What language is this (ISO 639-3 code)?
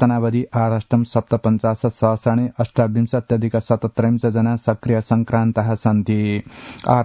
san